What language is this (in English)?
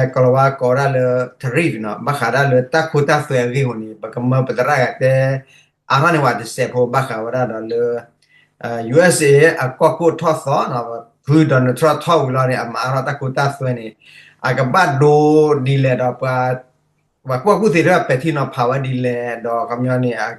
S'gaw Karen